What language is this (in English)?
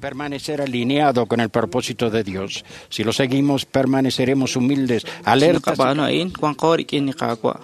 Kekchí